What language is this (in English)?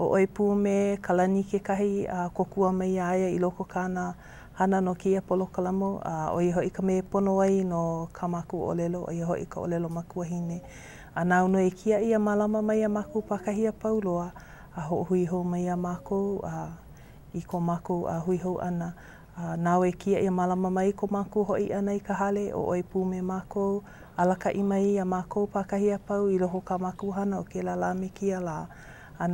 Hawaiian